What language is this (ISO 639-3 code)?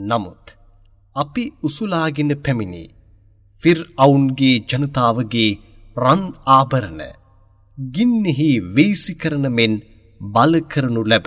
sin